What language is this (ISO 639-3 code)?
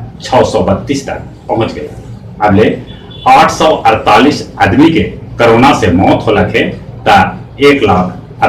mag